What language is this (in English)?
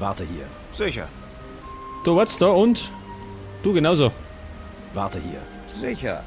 Bavarian